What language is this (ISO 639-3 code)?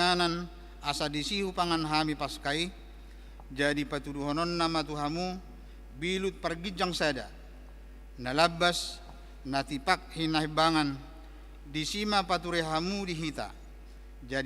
bbc